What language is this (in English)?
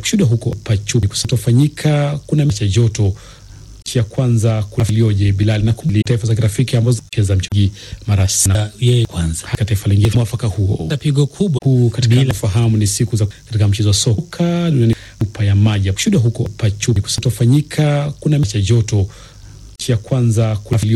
Swahili